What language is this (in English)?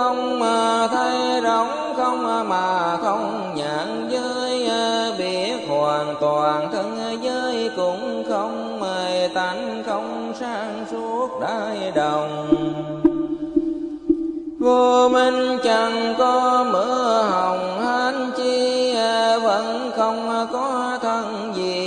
Vietnamese